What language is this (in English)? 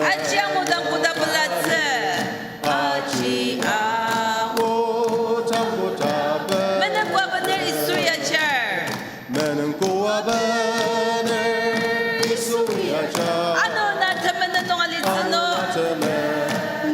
Ao Naga